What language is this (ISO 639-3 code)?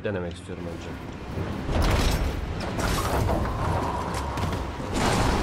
tur